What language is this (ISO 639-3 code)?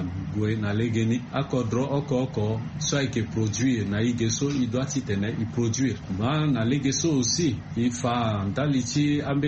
sag